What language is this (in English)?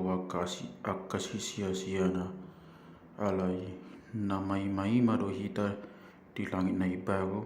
Batak Toba